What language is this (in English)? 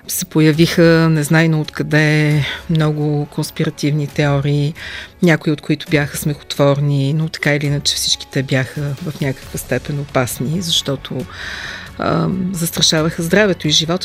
Bulgarian